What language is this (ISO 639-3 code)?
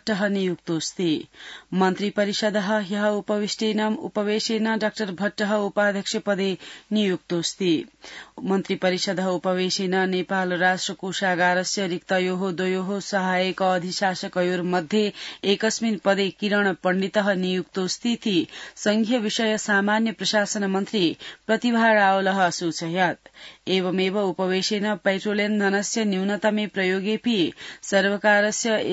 san